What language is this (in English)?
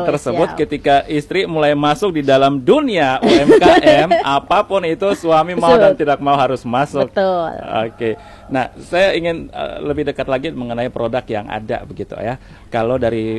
Indonesian